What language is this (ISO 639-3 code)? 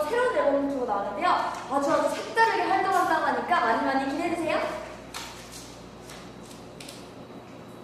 kor